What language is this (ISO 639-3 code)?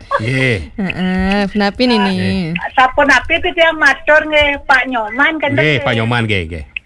ban